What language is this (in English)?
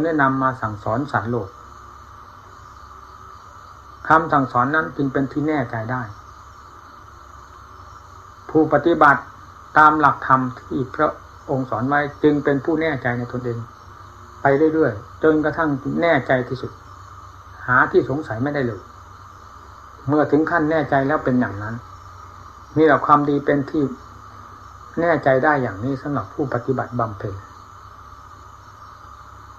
Thai